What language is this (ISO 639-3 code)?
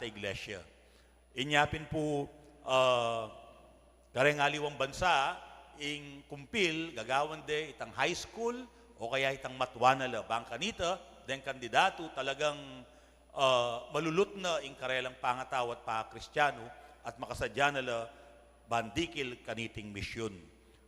pam